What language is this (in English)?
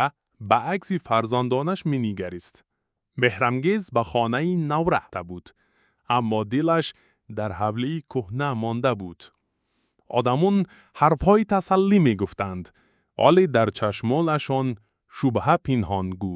Tajik